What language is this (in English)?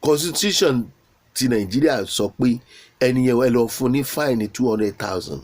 Yoruba